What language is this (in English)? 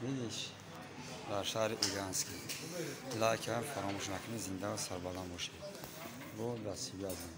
Tajik